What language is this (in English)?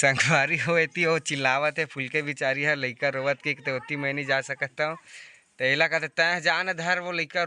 Chhattisgarhi